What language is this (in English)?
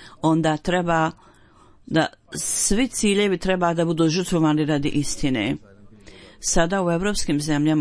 Bosnian